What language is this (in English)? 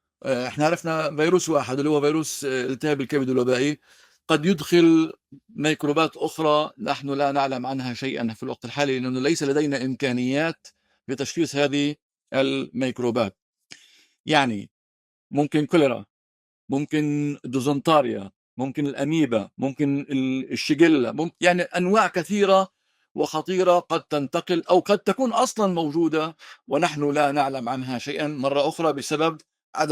North Levantine Arabic